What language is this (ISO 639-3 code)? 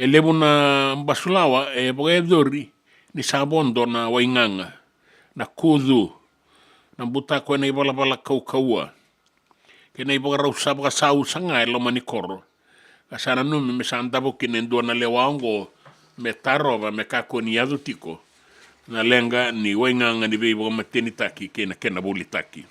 fij